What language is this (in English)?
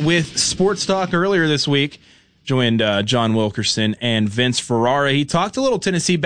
English